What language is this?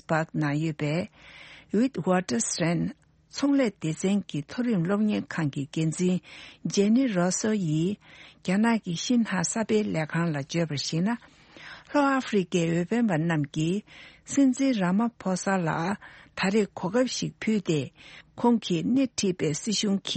Tibetan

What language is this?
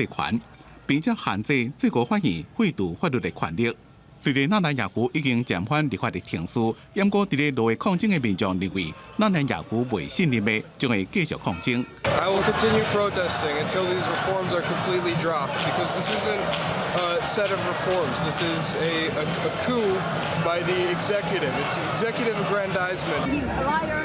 Min Nan Chinese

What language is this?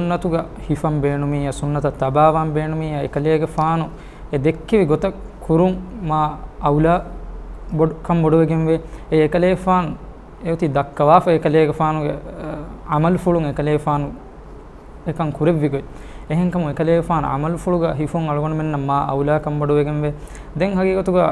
Divehi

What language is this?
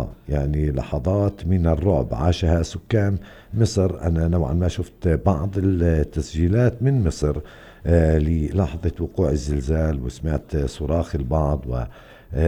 North Levantine Arabic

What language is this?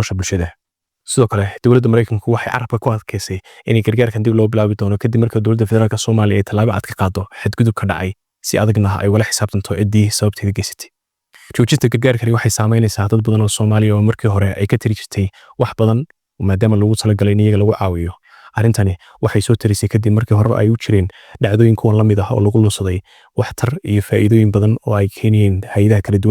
Somali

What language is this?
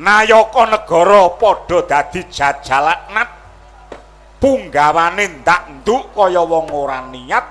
Javanese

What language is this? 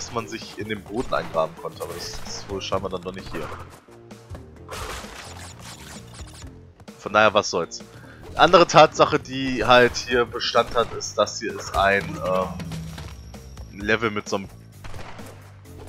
German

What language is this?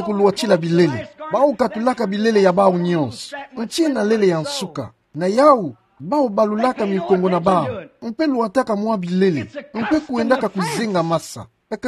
Kituba (Democratic Republic of Congo)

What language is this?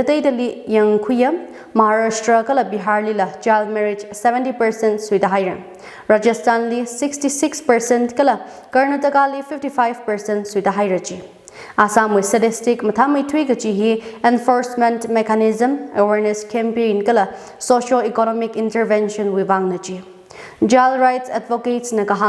Tangkhul Naga (India)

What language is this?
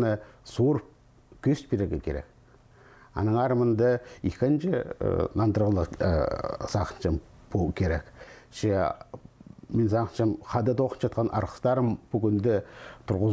Khakas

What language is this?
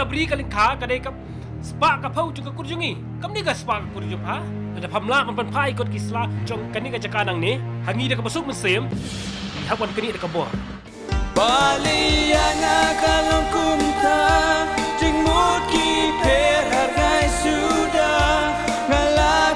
Khasi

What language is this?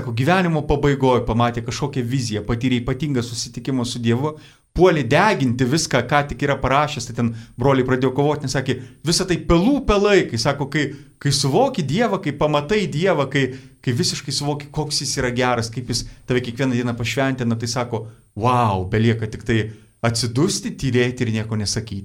Lithuanian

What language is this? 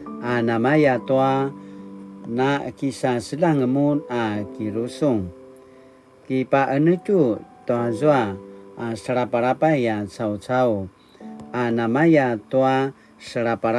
Paiwan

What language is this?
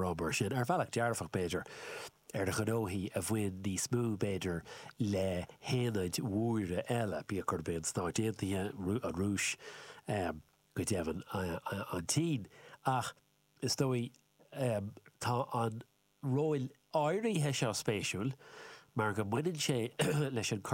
Irish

